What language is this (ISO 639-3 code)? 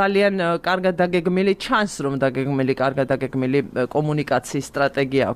kat